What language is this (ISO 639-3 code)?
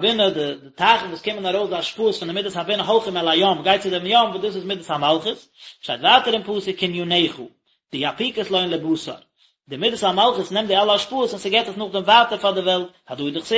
yid